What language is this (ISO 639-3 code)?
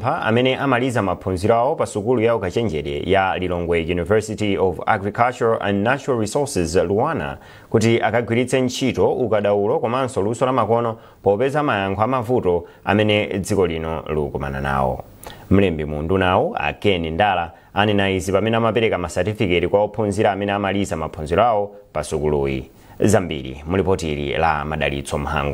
nya